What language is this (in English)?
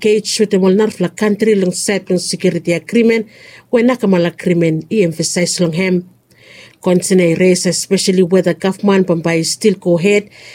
Bislama